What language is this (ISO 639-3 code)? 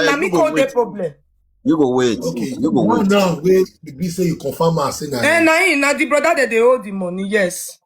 pcm